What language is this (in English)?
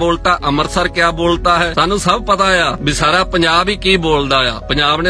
Western Panjabi